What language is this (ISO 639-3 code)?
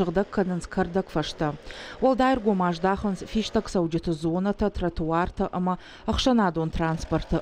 oss